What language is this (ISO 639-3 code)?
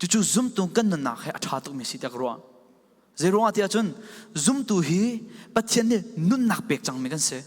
cfm